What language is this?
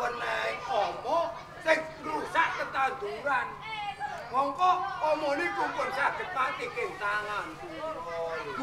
Javanese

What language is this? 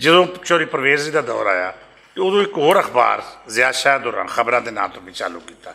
Western Panjabi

